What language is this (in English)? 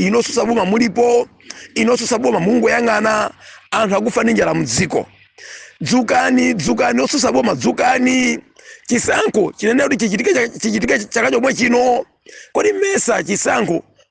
Nyanja